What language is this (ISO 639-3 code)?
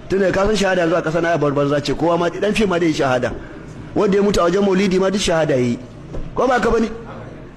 hau